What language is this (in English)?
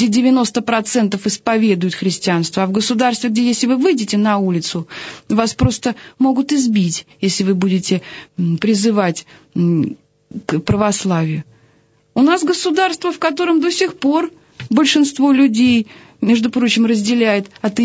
Russian